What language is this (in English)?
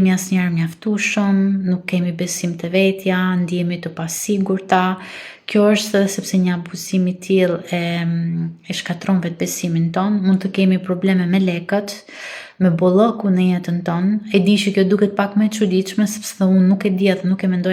Albanian